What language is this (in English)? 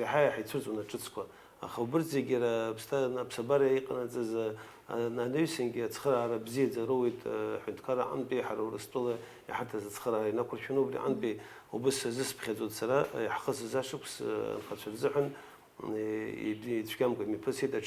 Abkhazian